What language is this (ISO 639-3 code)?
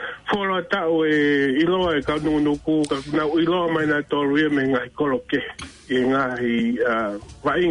ton